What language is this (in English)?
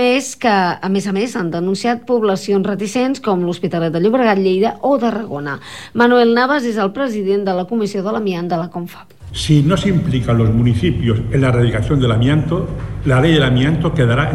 Catalan